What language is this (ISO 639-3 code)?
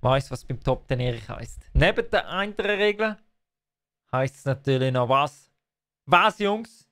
gsw